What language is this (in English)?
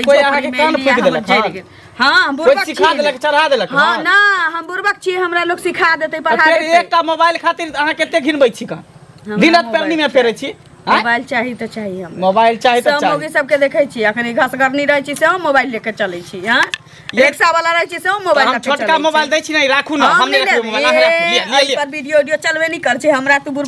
Maithili